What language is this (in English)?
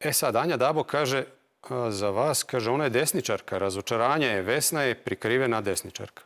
Croatian